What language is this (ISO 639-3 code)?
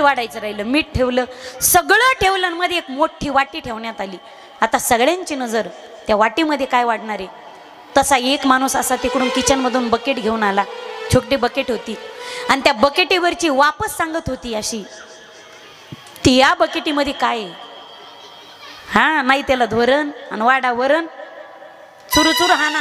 mar